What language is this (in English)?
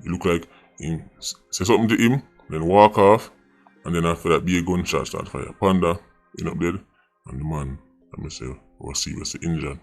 Jamaican Creole English